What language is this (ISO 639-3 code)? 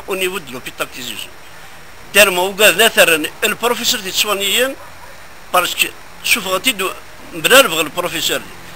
kab